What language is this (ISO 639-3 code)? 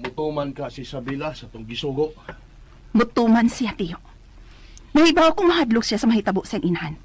ceb